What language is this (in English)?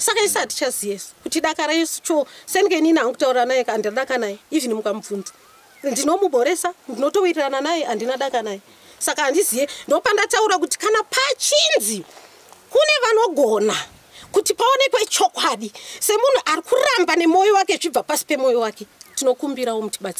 Shona